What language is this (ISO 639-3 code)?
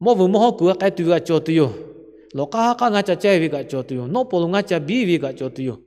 lhu